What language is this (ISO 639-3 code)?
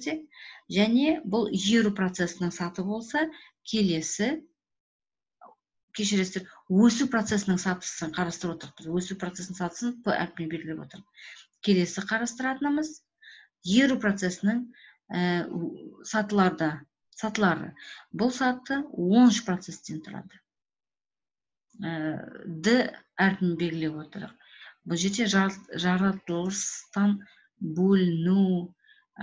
kaz